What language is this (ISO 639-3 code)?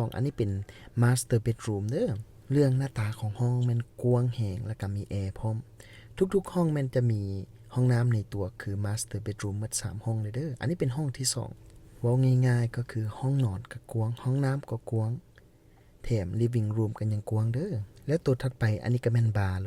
lao